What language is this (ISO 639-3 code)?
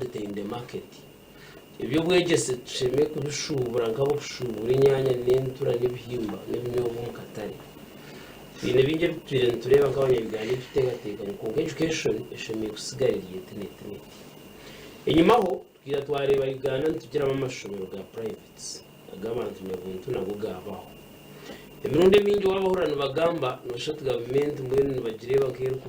nyn